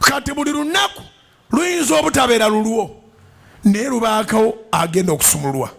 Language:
Ganda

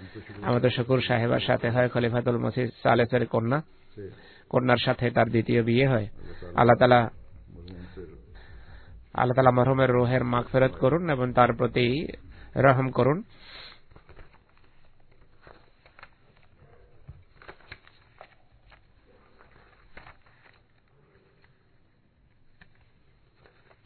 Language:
Bangla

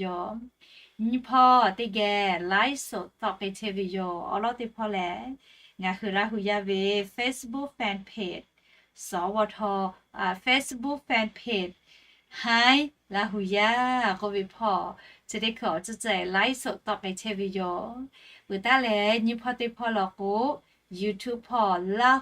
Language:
Lahu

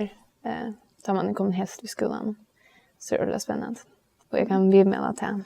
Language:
Faroese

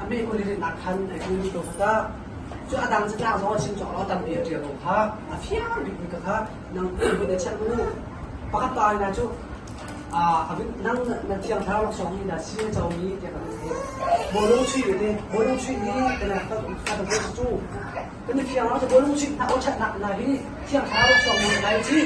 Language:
Hakha Chin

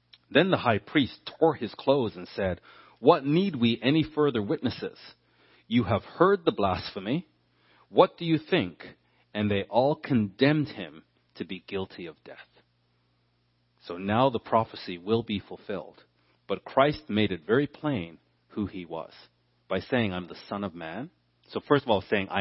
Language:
English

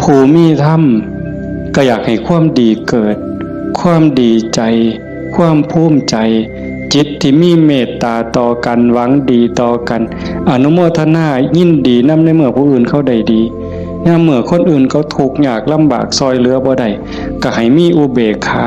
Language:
Northeastern Thai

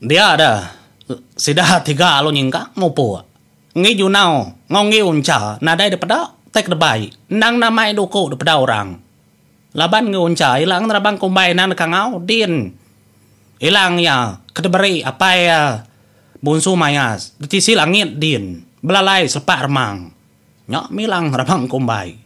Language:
Iban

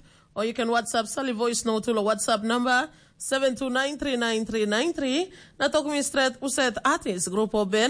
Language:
Tok Pisin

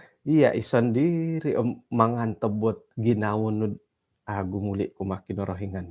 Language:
Central Dusun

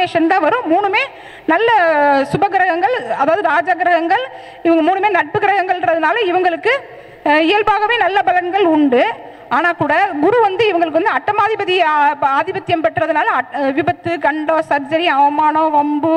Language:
Tamil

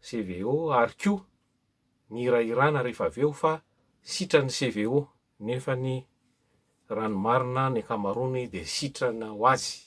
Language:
Malagasy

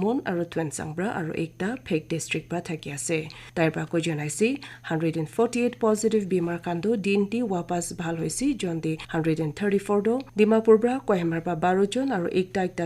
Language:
Naga Pidgin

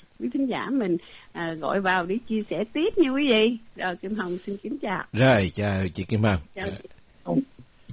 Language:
Vietnamese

